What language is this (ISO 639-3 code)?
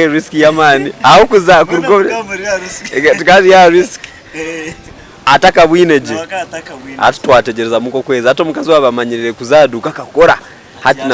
nyn